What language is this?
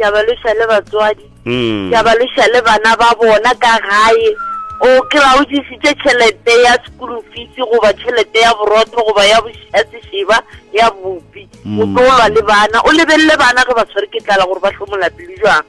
Northern Sotho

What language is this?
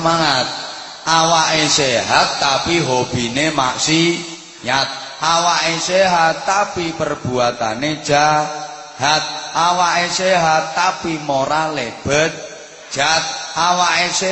Javanese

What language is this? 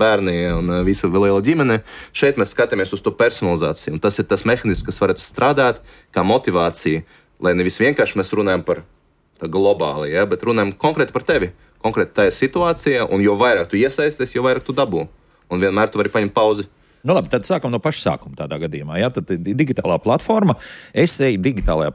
Latvian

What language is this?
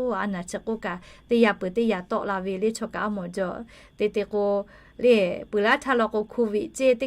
Lahu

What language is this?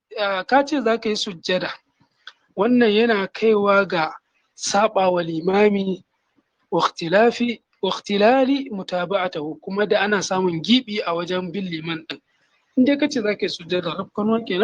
Hausa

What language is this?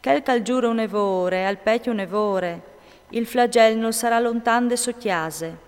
Friulian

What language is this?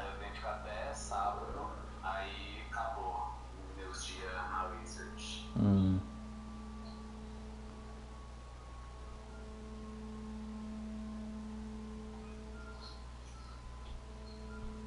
Portuguese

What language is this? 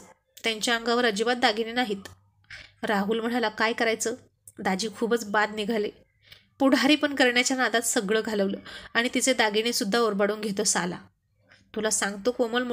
Marathi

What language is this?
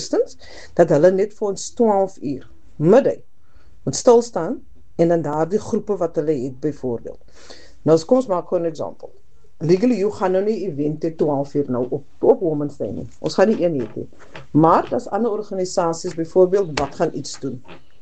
Afrikaans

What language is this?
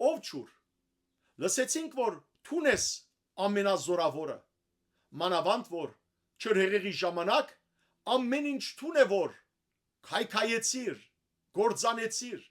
Western Armenian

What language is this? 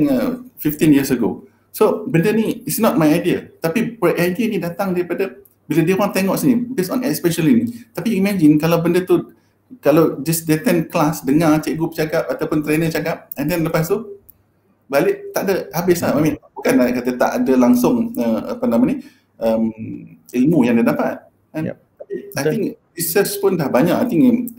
Malay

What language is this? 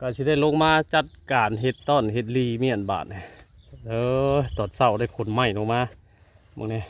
Northeastern Thai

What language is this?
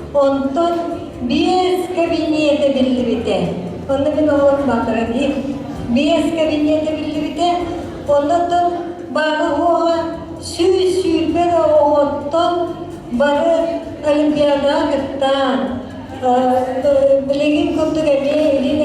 Yakut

